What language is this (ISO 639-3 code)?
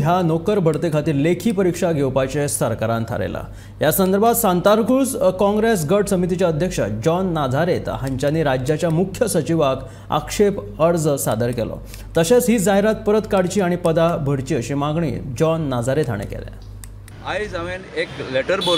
kok